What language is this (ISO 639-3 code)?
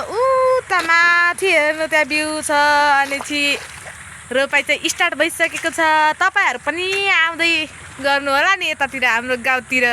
nep